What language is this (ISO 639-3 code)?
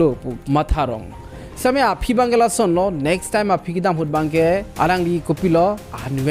mjw